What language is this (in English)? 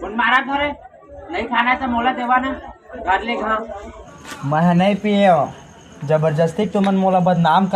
Chhattisgarhi